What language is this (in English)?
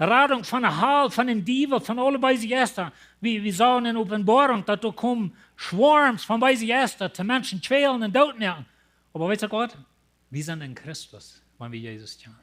Plautdietsch